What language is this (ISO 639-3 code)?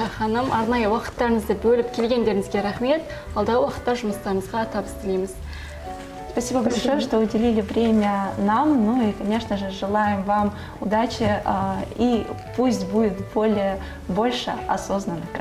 kaz